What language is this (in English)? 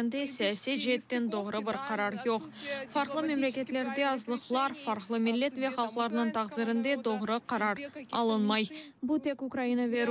Crimean Tatar